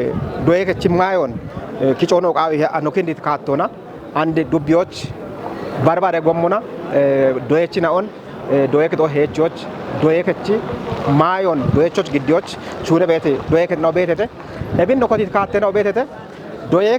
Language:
Kafa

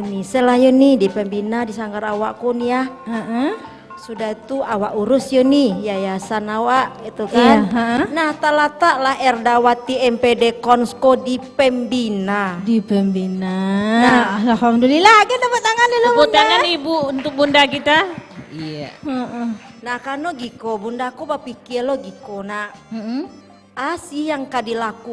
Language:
Minangkabau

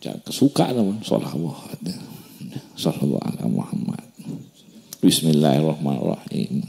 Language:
Madurese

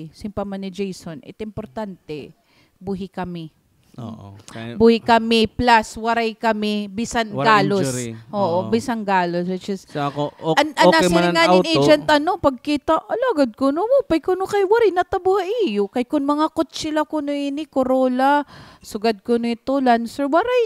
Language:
Waray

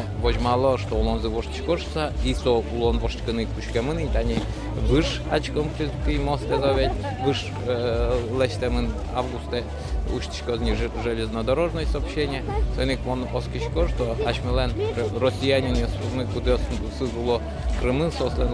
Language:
Udmurt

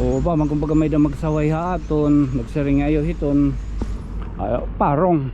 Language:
Waray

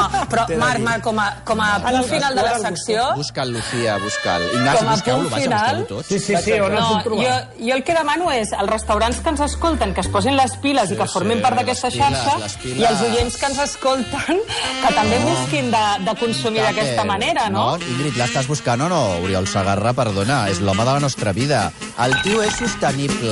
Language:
Catalan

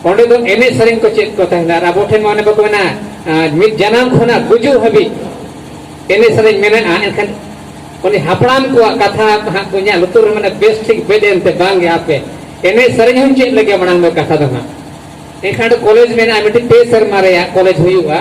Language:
Santali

